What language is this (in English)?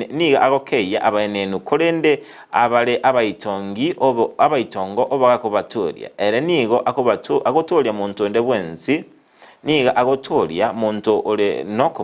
Gusii